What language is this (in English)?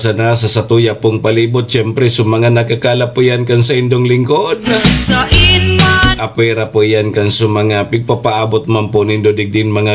Bikol